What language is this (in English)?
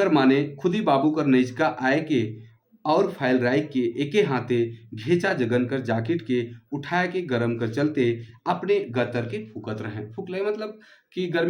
Sadri